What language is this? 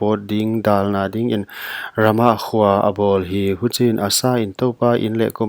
Paite Chin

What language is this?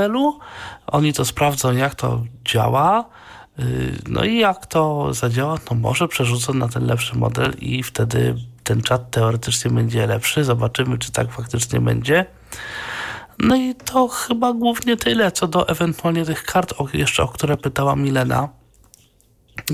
Polish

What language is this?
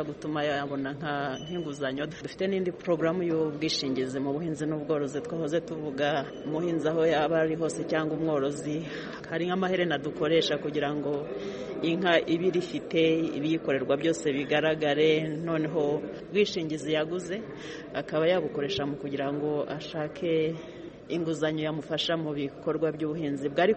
Kinyarwanda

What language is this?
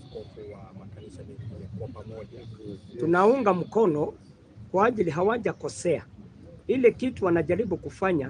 Swahili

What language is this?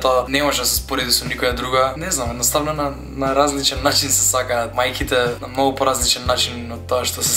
Macedonian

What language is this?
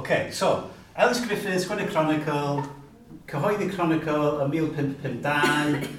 Welsh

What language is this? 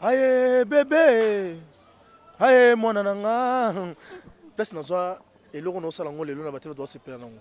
Lingala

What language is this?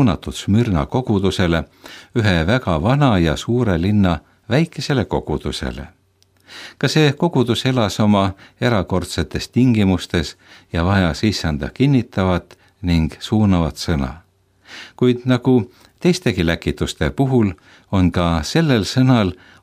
Estonian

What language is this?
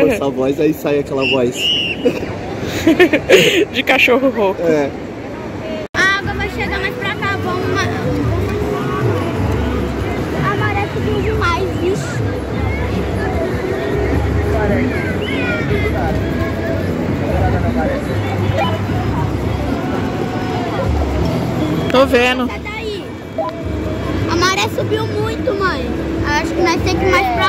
Portuguese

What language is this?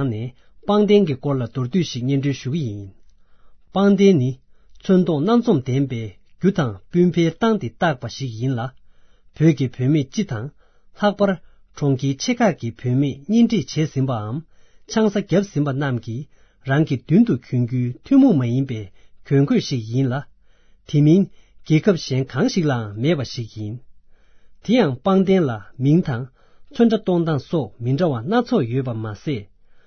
Tibetan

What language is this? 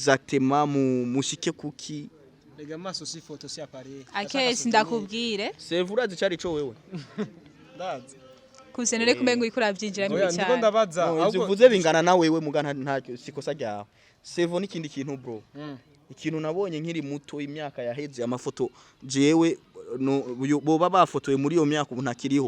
Rundi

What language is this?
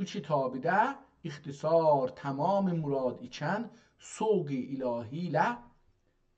South Azerbaijani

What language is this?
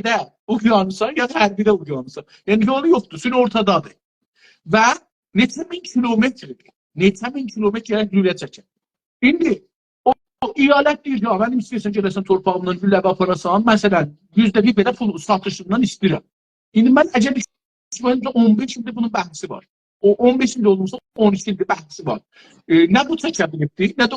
South Azerbaijani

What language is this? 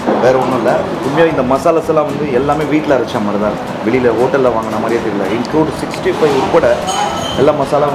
Tamil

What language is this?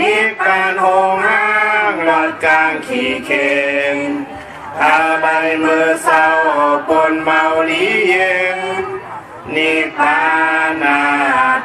Shan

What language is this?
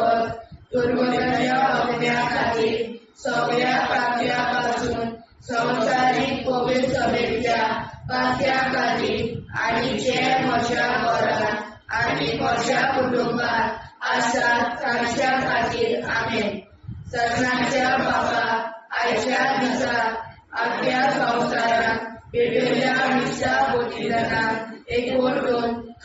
Konkani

